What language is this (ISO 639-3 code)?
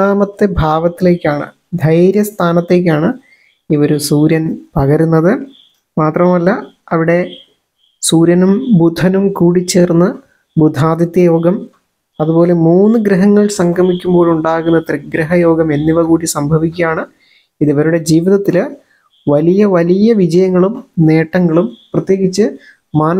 mal